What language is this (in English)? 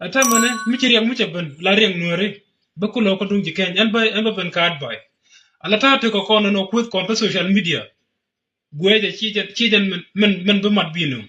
Nuer